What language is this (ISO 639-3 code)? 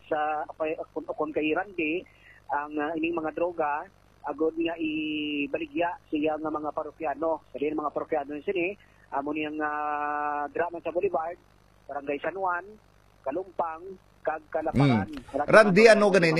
hil